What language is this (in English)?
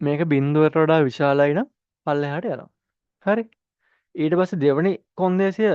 Sinhala